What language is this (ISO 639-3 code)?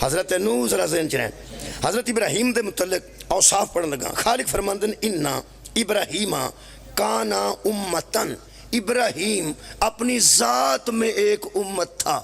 phr